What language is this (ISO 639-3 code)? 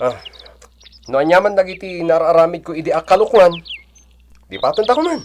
ilo